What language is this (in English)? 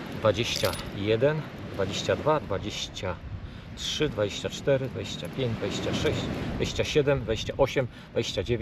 Polish